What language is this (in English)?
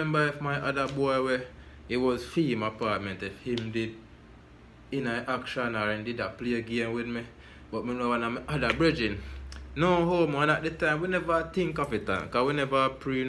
Jamaican Creole English